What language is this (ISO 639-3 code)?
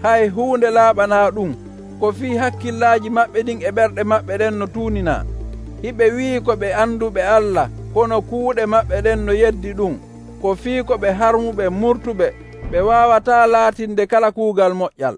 fuv